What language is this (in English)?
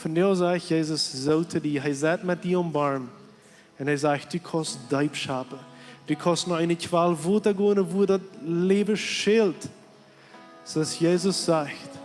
Plautdietsch